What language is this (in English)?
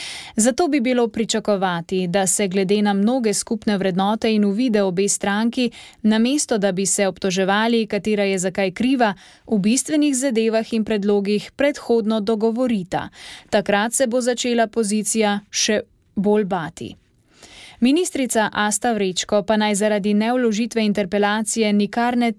Slovenian